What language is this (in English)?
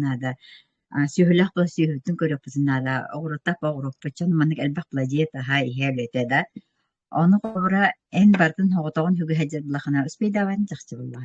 Yakut